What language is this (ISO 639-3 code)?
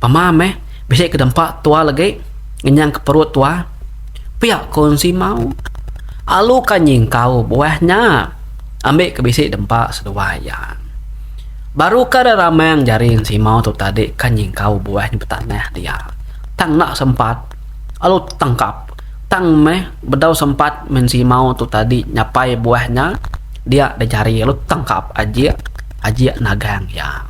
iba